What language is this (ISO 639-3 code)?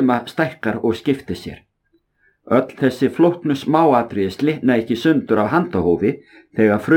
isl